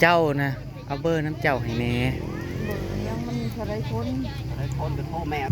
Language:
Northeastern Thai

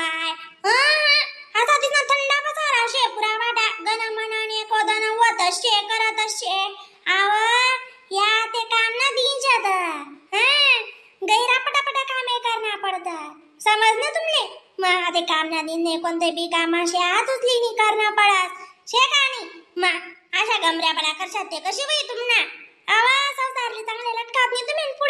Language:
Khandesi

